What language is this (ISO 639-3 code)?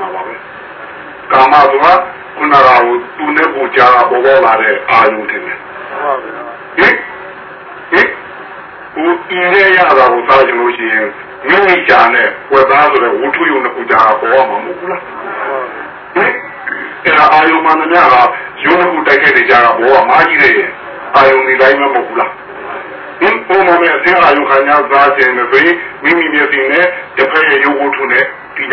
mya